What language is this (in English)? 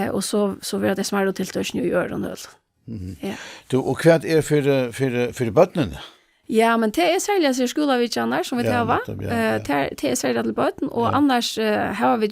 Faroese